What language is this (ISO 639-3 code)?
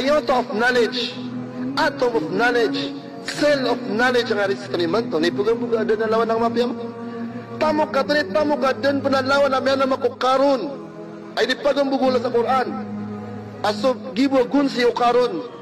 mrw